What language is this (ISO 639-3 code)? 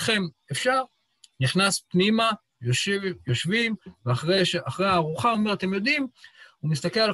heb